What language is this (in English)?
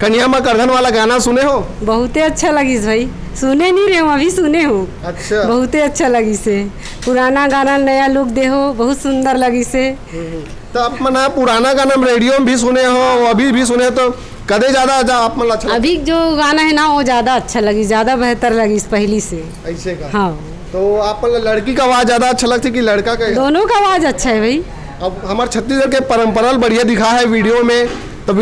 Chhattisgarhi